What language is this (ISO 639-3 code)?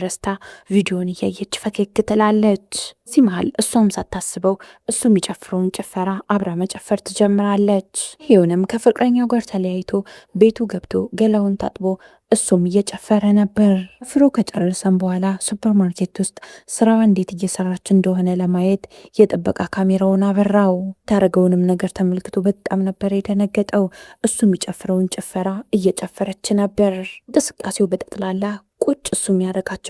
amh